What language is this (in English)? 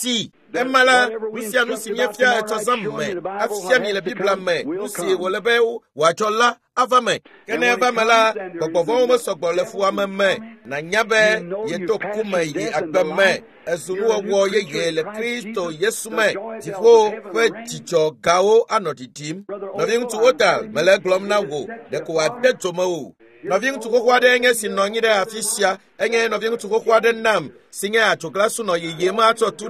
Ewe